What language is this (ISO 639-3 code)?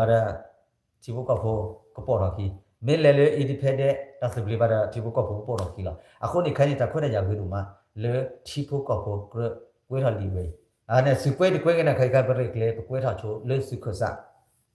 ksw